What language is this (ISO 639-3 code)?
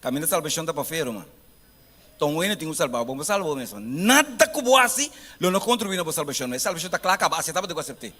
pap